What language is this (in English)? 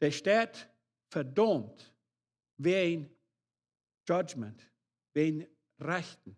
Plautdietsch